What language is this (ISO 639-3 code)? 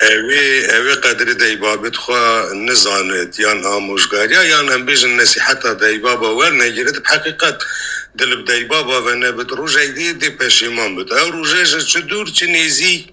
kur